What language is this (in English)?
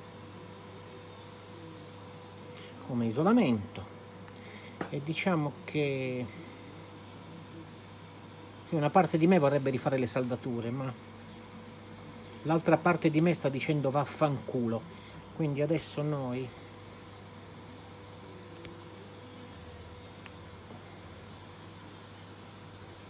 Italian